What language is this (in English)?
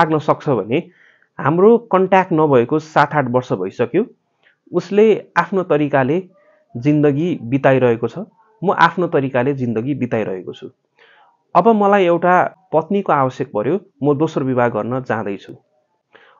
Nepali